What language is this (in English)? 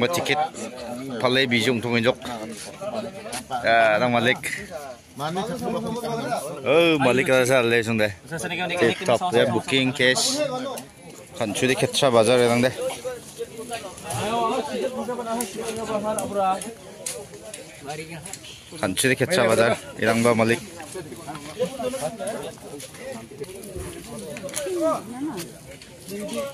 Garo